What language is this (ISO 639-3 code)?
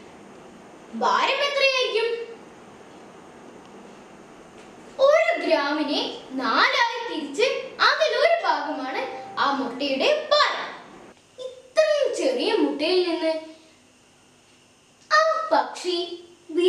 mal